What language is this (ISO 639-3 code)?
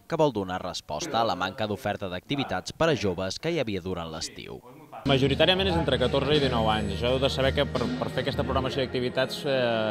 cat